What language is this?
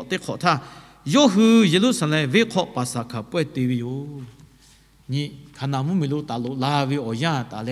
Lahu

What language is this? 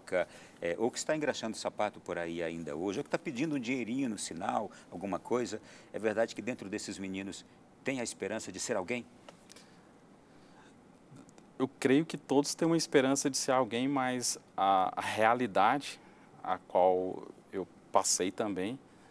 Portuguese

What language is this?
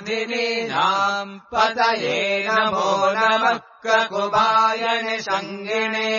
Sanskrit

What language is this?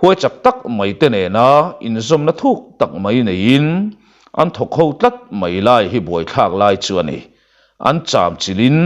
Mizo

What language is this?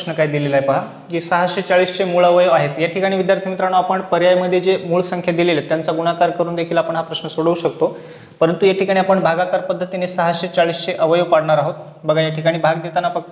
Marathi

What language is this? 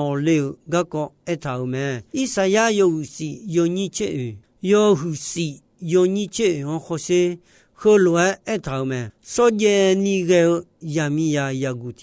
Akha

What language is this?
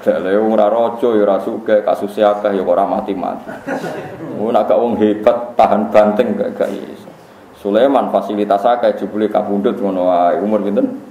Javanese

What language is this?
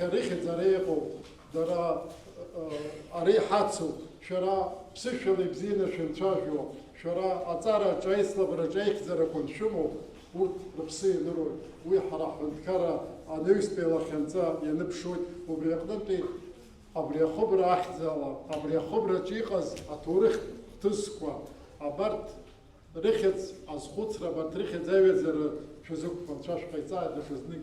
Abkhazian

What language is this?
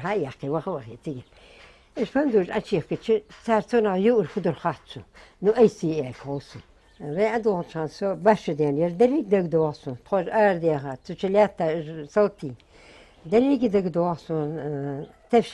Ingush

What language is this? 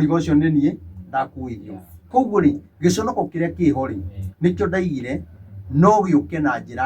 Kikuyu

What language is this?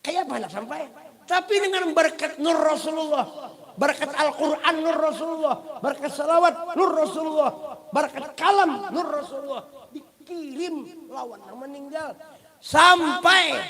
Banjar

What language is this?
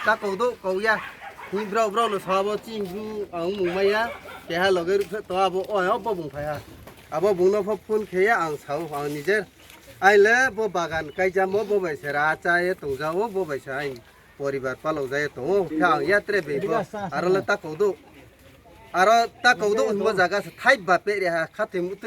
Riang (India)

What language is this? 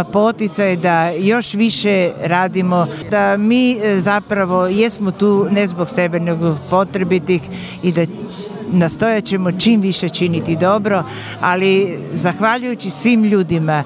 Croatian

